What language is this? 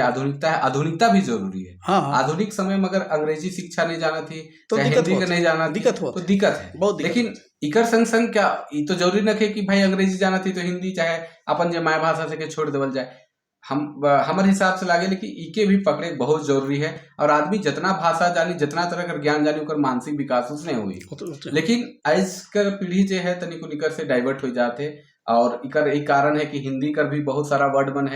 Sadri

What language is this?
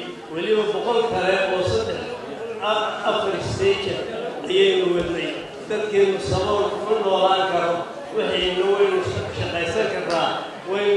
Somali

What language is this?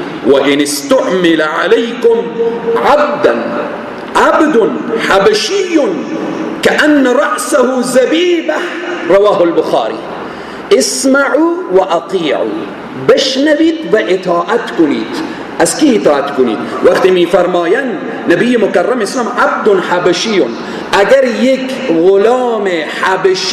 Persian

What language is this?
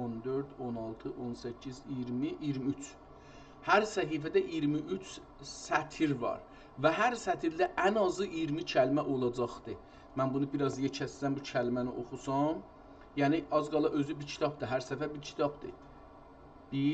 South Azerbaijani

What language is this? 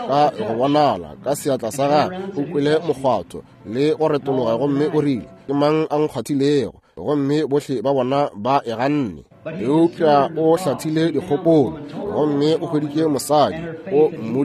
Northern Sotho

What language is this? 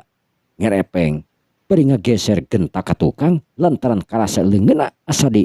Sundanese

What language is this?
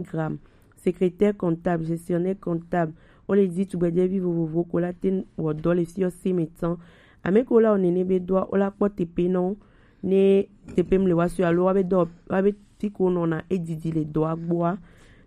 Gen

